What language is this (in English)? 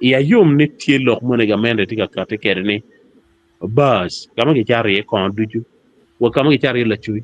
Acoli